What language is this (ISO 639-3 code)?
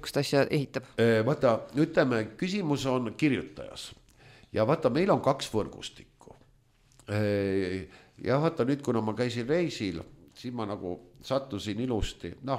est